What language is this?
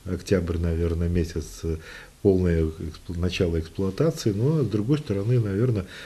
Russian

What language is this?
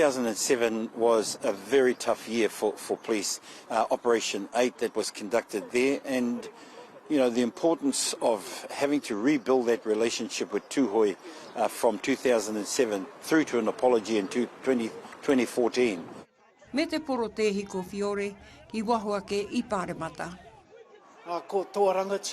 Māori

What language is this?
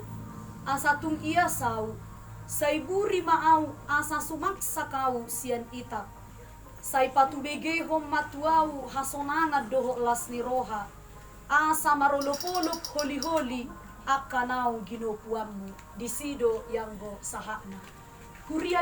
Batak Toba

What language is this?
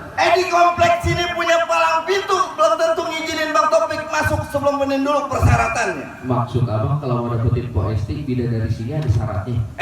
Betawi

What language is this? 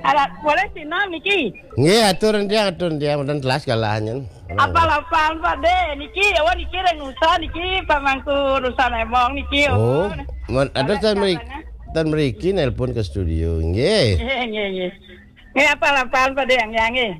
Balinese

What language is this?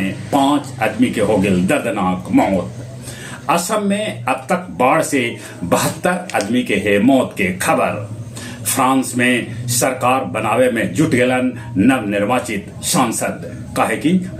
Magahi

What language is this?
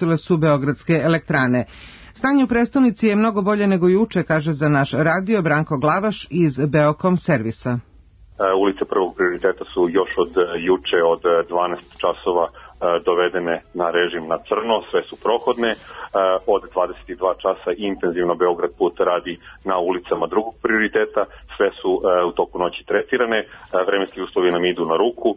Serbian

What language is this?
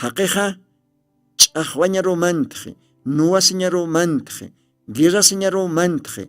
Aymara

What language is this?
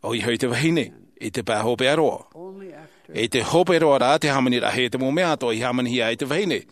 Tahitian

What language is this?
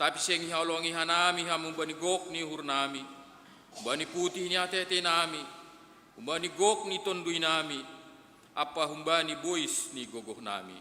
Batak Simalungun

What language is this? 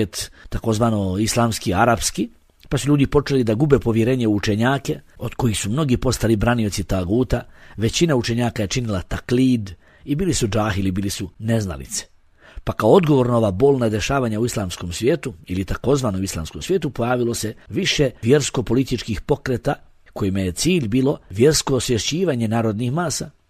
Bosnian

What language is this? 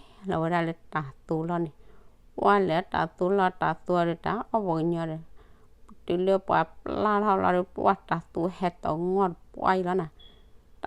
S'gaw Karen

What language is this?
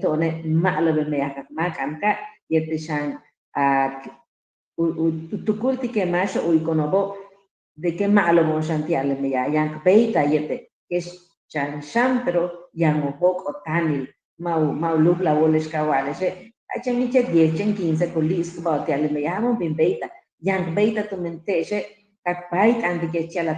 Yucateco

